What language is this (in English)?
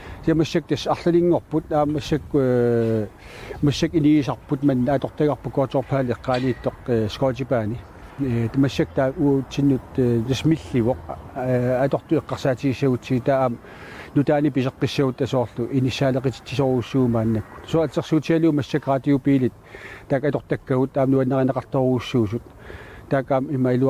Kalaallisut